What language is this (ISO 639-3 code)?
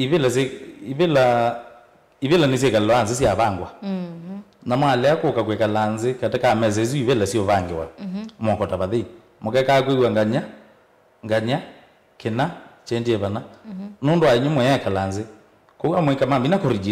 kam